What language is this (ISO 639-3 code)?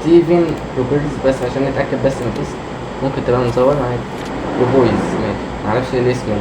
arz